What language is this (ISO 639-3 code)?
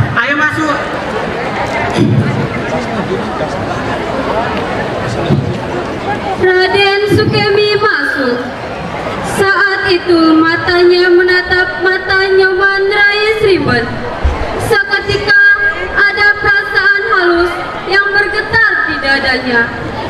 ind